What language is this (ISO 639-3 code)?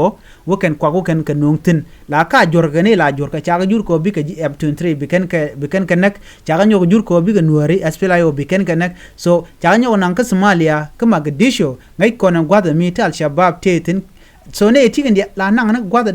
nus